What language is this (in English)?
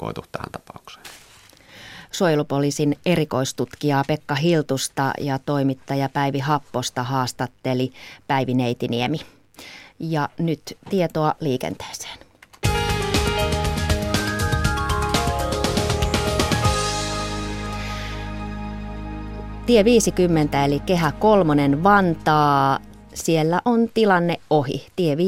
Finnish